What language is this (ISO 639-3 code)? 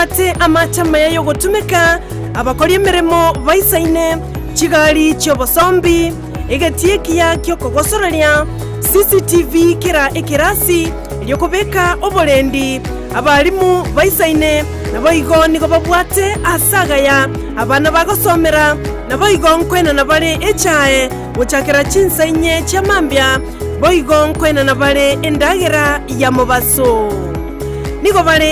guz